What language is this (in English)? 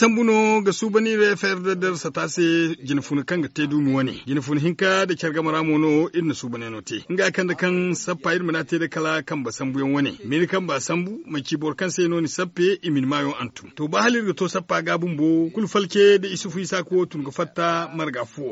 Zarma